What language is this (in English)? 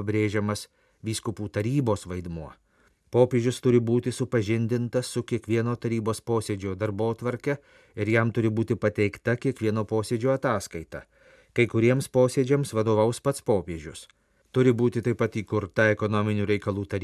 Lithuanian